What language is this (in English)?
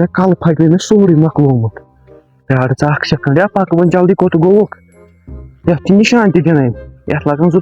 Kashmiri